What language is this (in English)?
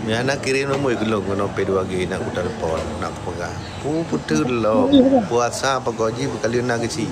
Achinese